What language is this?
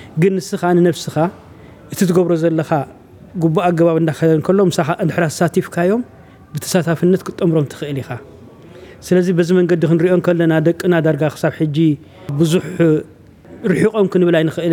Tigrinya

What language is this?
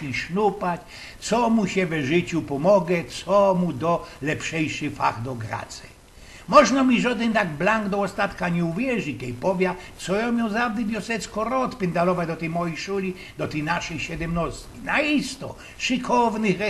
Silesian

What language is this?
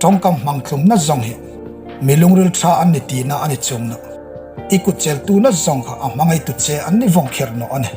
Hmar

